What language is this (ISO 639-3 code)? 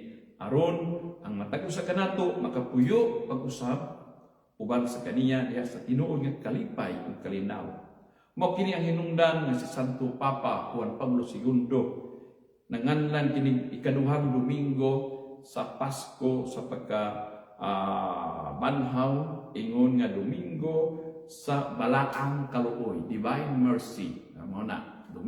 ceb